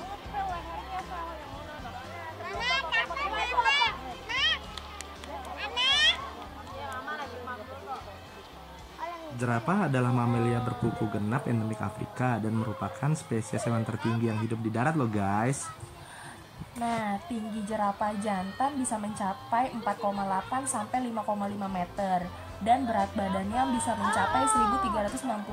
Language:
Indonesian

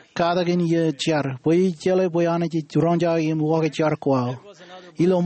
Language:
Marshallese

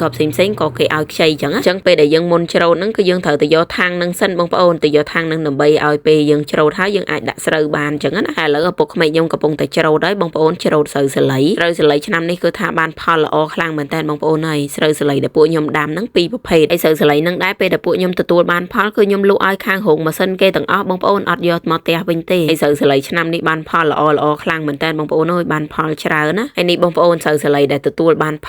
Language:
Khmer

